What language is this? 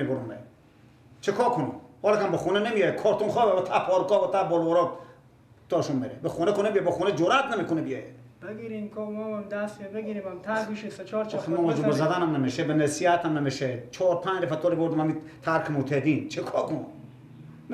Persian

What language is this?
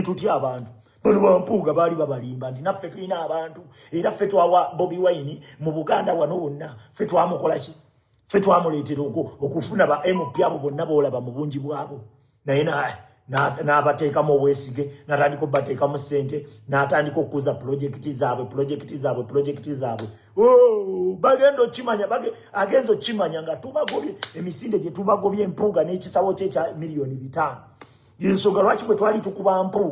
Ganda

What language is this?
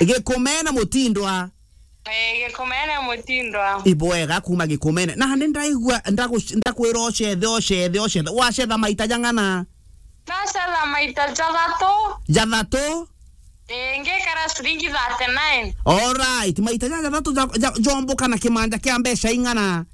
Meru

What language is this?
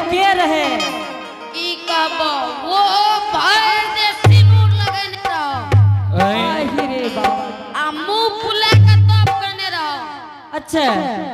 Angika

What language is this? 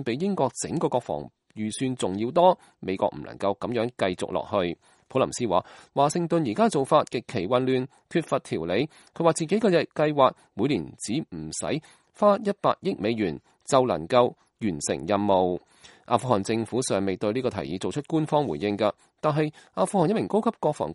Cantonese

